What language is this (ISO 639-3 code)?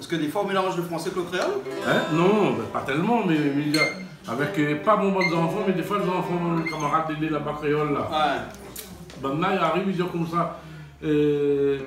rcf